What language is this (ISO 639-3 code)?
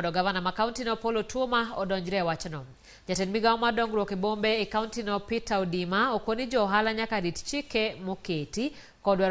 luo